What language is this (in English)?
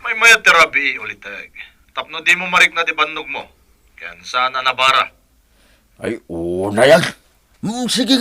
Iloko